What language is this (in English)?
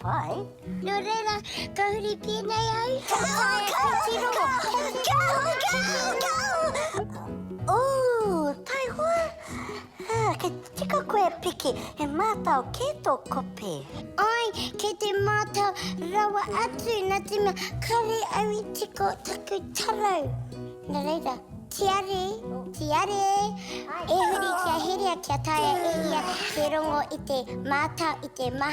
Māori